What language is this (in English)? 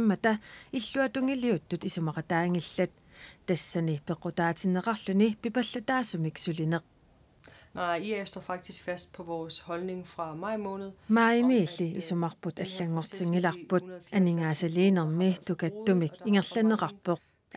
Kalaallisut